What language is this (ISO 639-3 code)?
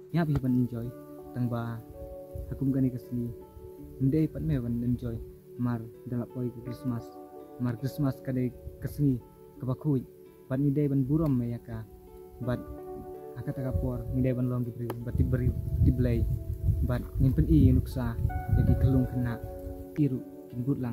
kha